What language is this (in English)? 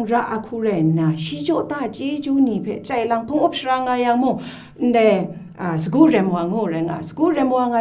Kachin